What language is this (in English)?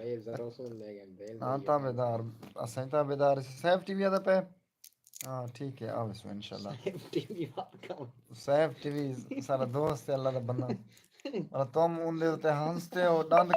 Saraiki